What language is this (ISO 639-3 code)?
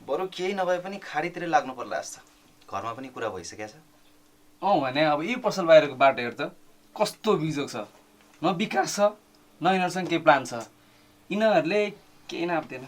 nep